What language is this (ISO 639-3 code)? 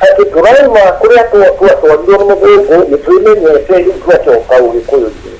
kik